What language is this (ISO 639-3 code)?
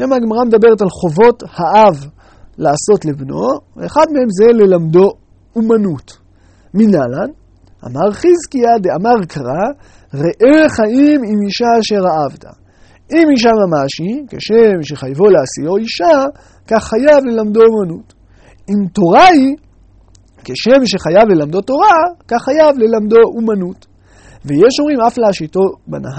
heb